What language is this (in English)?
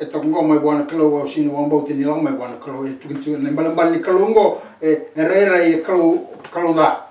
Fijian